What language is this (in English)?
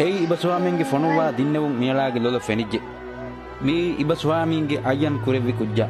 Divehi